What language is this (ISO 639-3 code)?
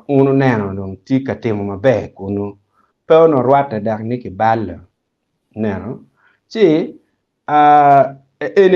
ach